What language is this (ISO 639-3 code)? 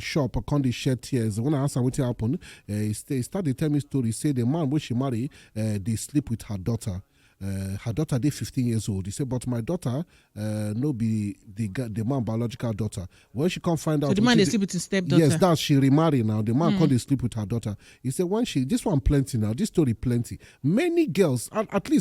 pcm